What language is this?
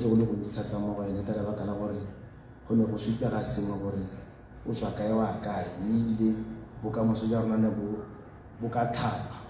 Tswana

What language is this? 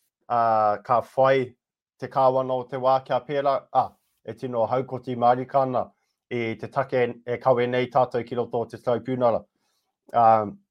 Māori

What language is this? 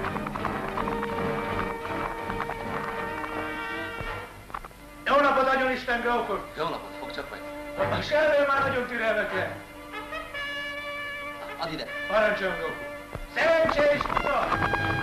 Hungarian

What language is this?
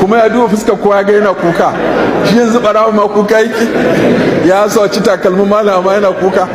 Hausa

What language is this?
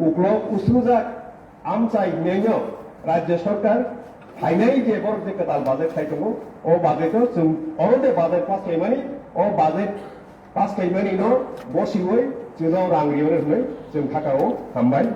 Kok Borok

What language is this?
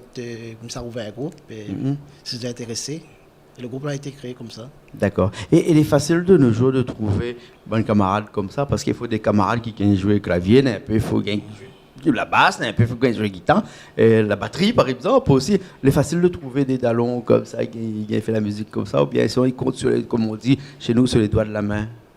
Réunion Creole French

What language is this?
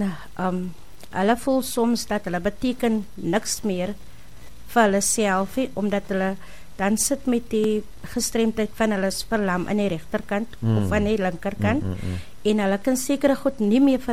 Afrikaans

